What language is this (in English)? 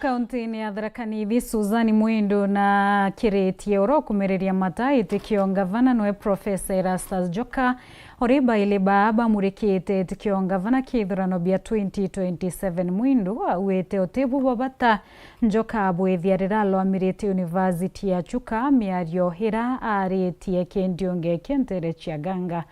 Meru